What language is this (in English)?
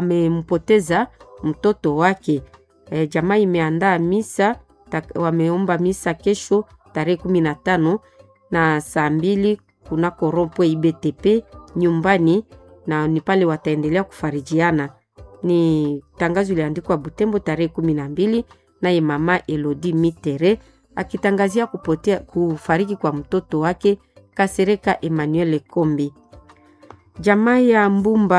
Swahili